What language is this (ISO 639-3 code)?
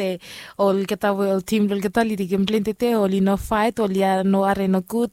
bis